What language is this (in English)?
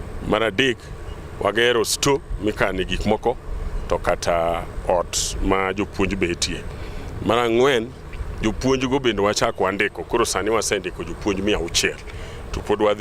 Luo (Kenya and Tanzania)